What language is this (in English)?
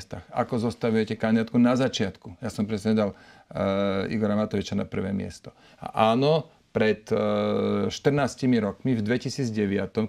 Slovak